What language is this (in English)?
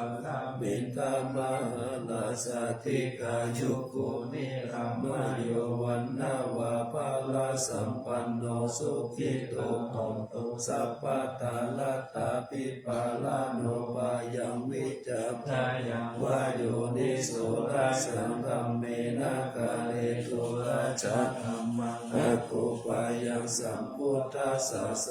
Pali